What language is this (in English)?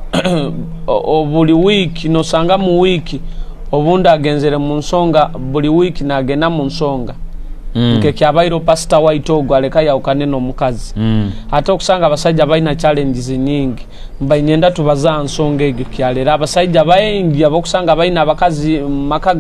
Nyoro